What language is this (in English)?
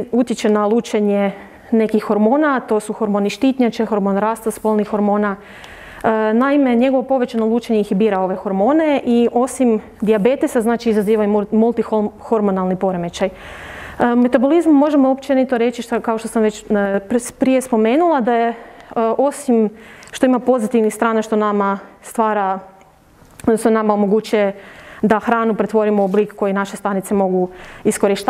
Croatian